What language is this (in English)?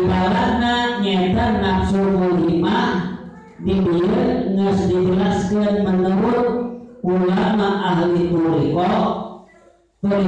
Sundanese